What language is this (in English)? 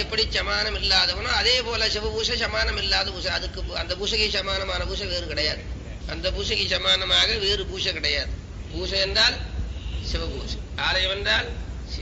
Tamil